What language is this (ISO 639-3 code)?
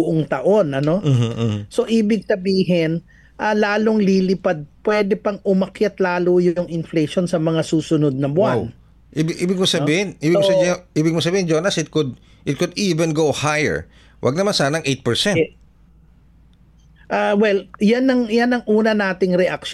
fil